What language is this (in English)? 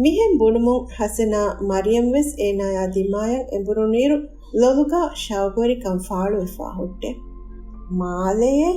Divehi